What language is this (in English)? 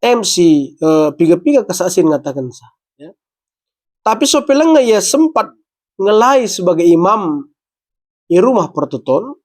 Batak Karo